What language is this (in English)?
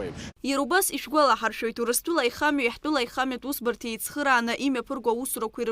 Abkhazian